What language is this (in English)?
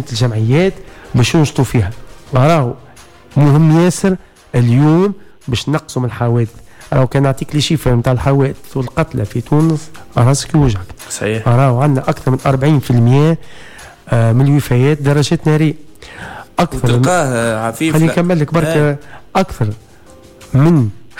Tunisian Arabic